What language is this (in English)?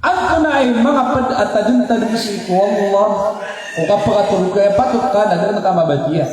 Maranao